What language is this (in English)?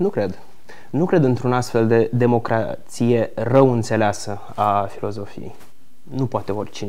Romanian